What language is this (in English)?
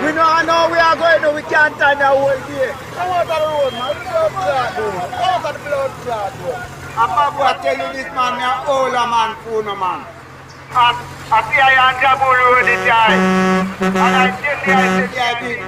Jamaican Creole English